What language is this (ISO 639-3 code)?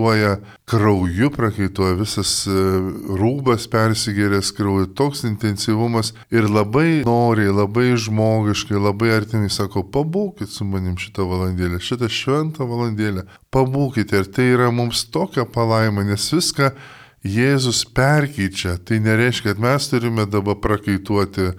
lit